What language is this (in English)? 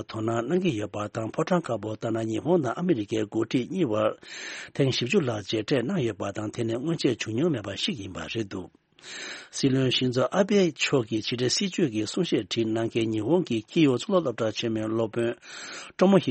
Tibetan